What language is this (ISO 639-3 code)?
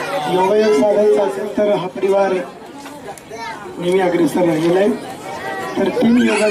mar